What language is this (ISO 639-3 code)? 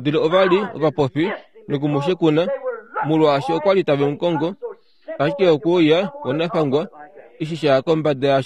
kua